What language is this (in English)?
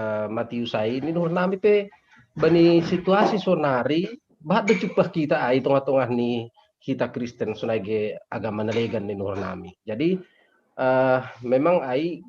Batak Simalungun